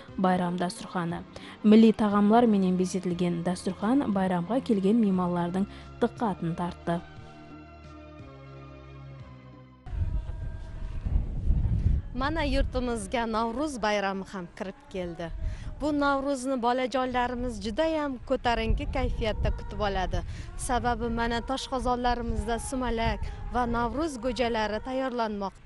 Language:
Kara-Kalpak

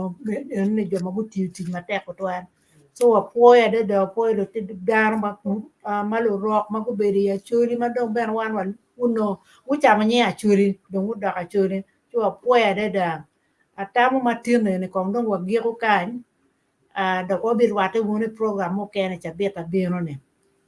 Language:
Acoli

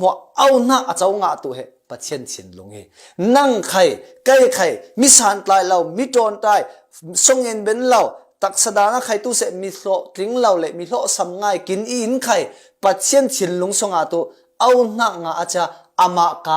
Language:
Falam Chin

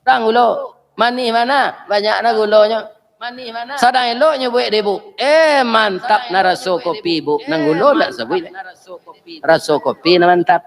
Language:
Minangkabau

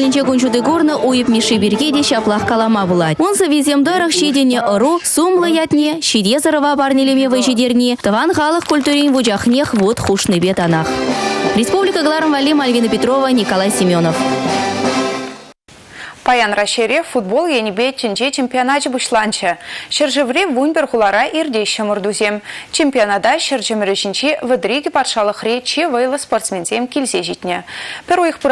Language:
Chuvash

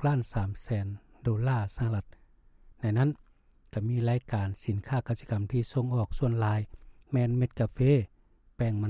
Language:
Lao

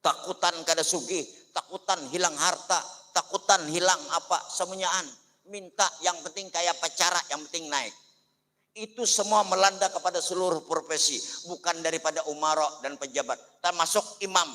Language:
Banjar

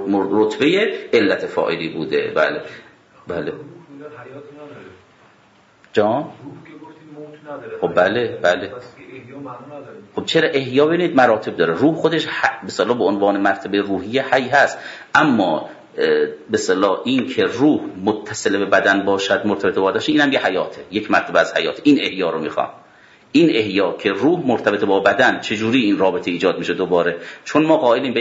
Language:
Persian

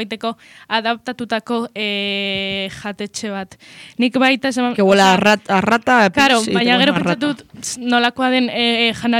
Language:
Basque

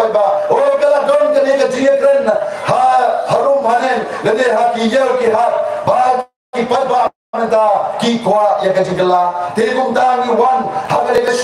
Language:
Khasi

